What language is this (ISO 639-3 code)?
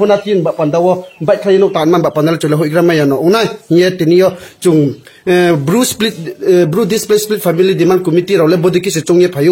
ria